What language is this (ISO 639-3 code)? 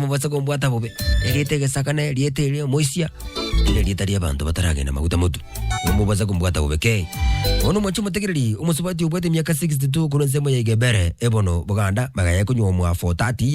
guz